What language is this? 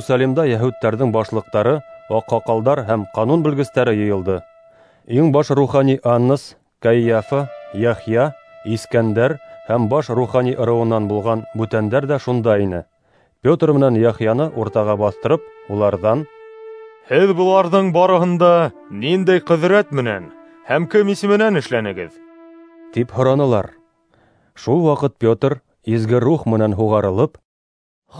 Bashkir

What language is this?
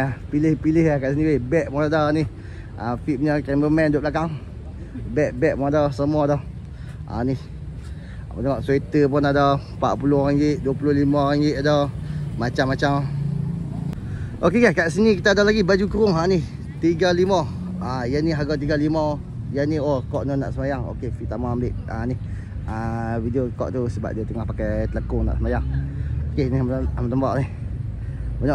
Malay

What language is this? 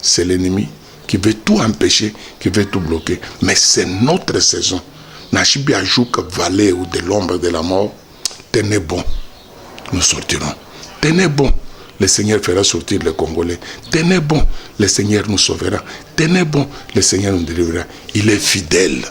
Luba-Lulua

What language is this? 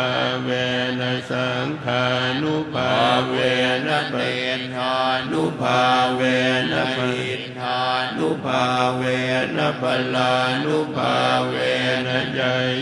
Pali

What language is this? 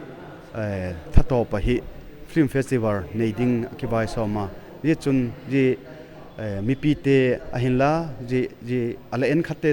Paite Chin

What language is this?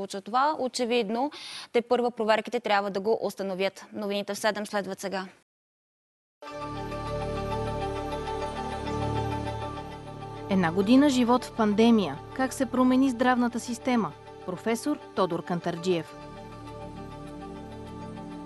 Bulgarian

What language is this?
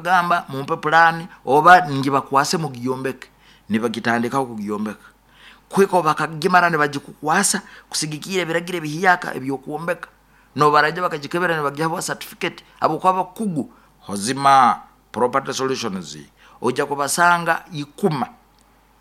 Nyoro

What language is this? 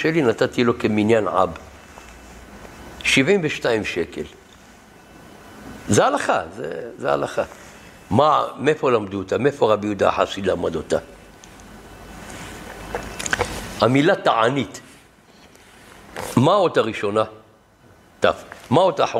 Hebrew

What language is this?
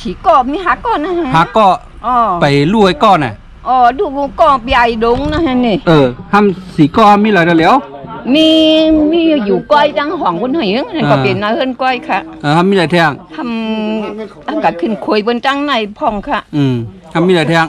Shan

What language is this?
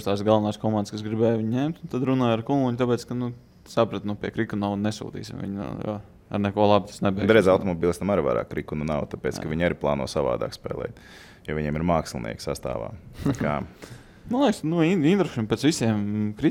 Latvian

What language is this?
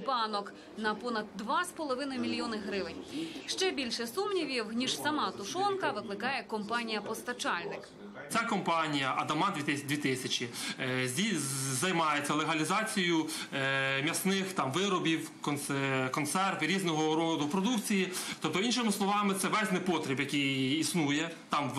Ukrainian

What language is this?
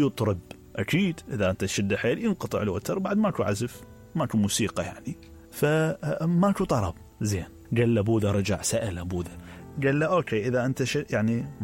Mesopotamian Arabic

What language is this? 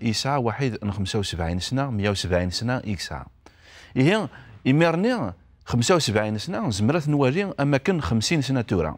Kabyle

